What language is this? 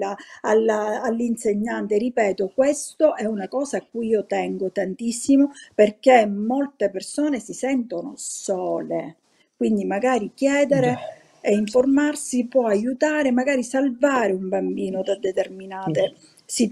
Italian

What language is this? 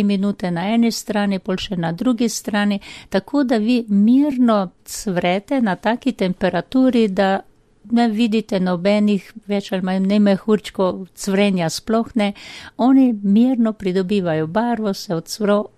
Slovenian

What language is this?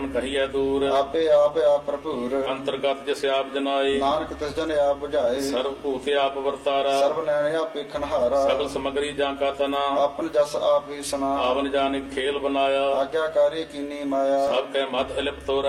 Punjabi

